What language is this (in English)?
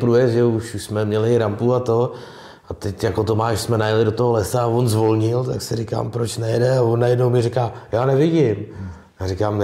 Czech